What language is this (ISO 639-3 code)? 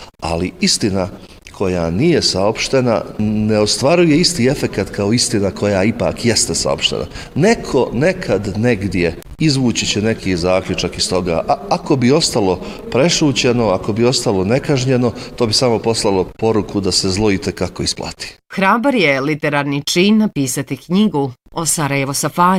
bos